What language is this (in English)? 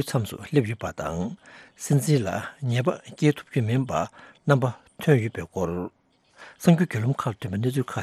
Tibetan